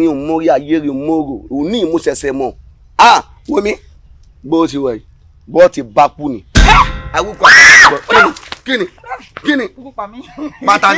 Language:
Yoruba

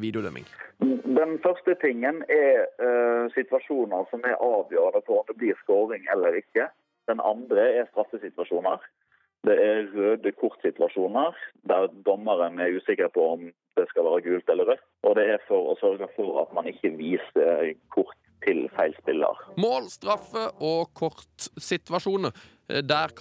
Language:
Norwegian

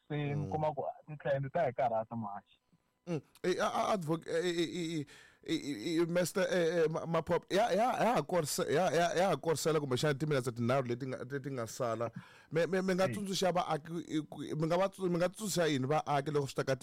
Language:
Tsonga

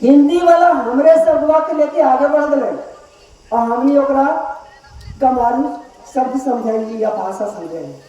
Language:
Magahi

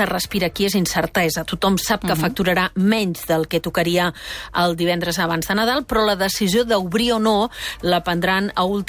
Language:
Catalan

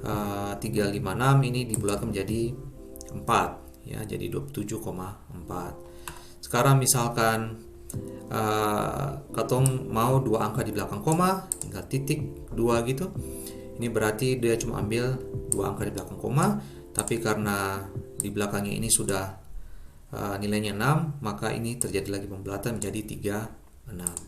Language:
Ambonese Malay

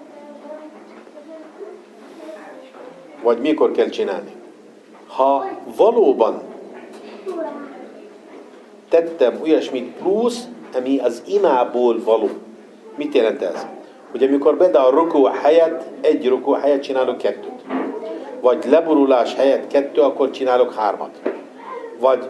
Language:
Hungarian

